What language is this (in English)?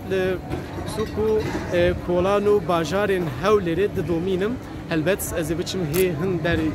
Kurdish